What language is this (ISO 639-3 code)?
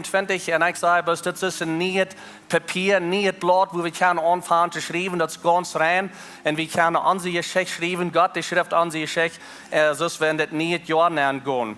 pdt